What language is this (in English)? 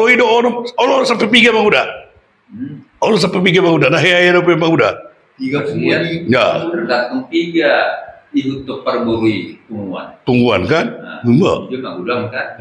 Batak Toba